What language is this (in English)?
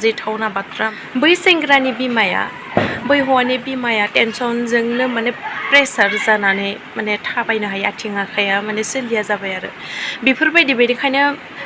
Bodo